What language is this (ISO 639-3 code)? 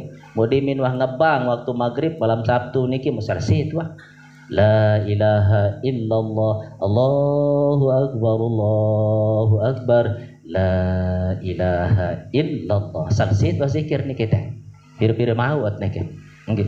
sas